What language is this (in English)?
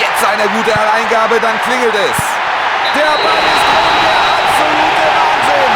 Bavarian